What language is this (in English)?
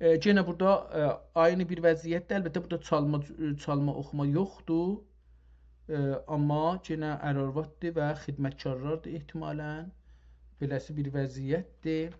South Azerbaijani